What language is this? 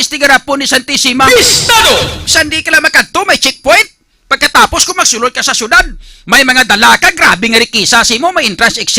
Hiligaynon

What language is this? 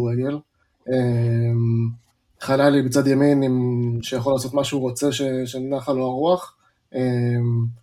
Hebrew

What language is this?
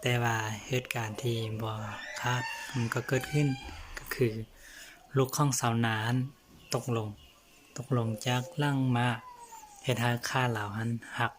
Lao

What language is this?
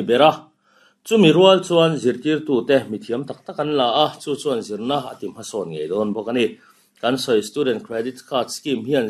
Mizo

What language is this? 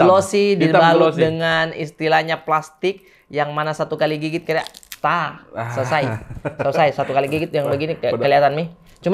Makassar Malay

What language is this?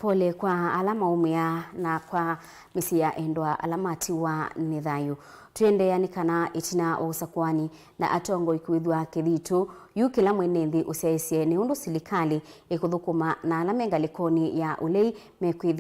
Kamba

